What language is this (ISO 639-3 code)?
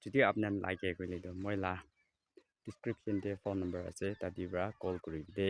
nag